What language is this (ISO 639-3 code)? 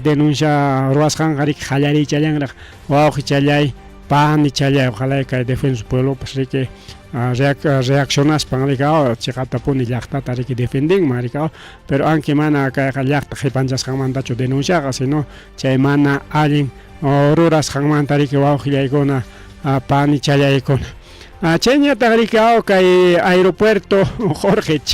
quy